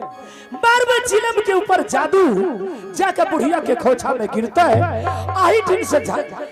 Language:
Angika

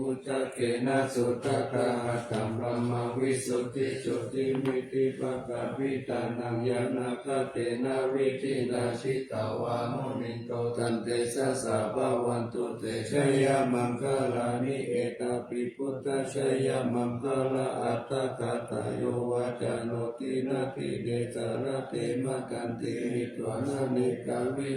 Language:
Pali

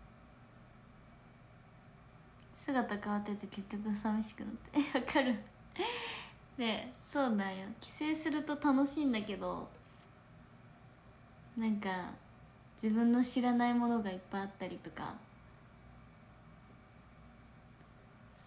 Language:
Japanese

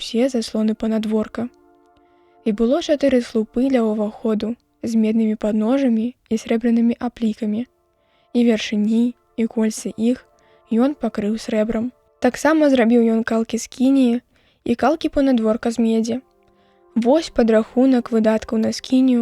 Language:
Belarusian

